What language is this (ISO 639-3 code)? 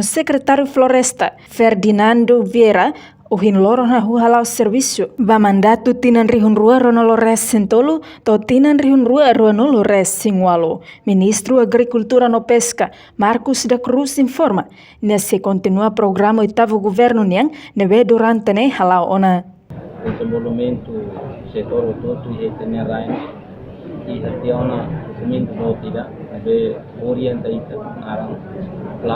tet